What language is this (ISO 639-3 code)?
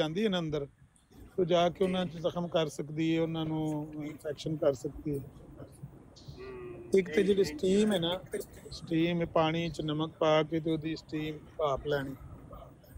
pan